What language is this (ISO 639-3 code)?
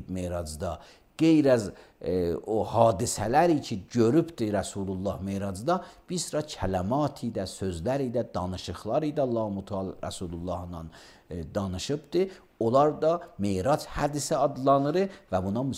aze